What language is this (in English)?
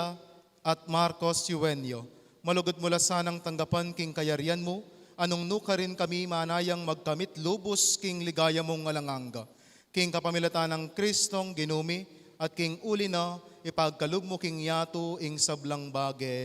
Pampanga